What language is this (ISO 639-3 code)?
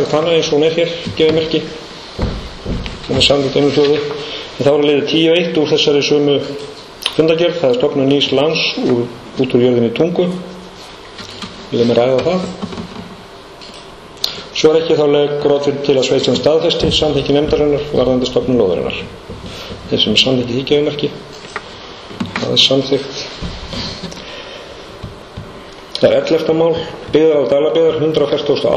isl